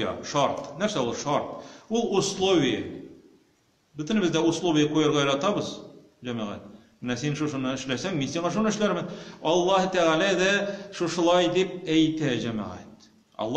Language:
Tatar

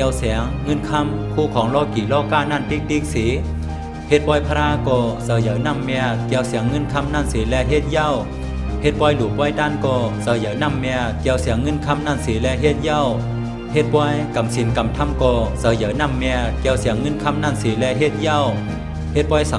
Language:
Shan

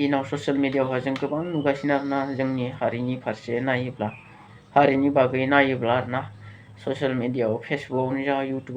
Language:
Bodo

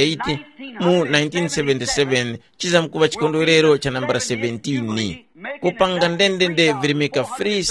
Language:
Tumbuka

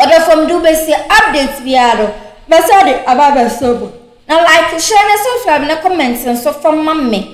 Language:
Akan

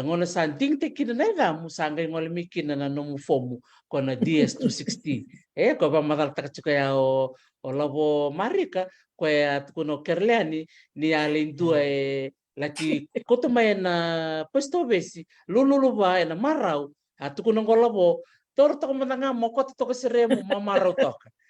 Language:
Fijian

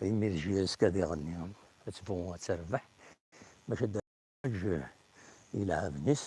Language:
Kabyle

